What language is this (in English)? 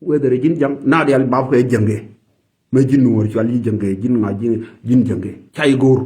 Nuer